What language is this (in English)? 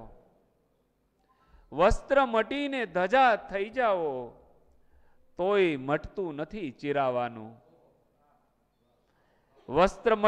Gujarati